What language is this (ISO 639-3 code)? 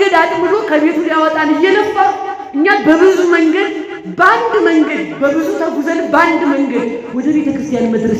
amh